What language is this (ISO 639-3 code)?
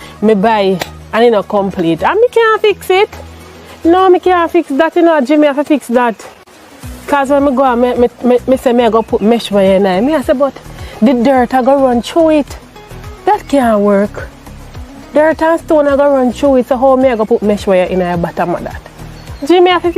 jam